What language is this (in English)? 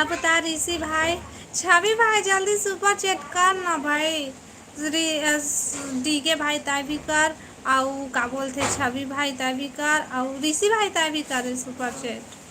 Chhattisgarhi